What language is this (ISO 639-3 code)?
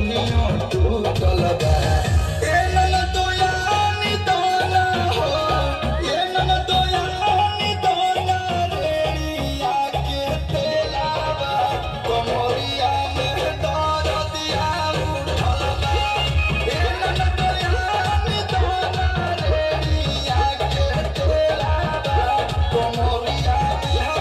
bho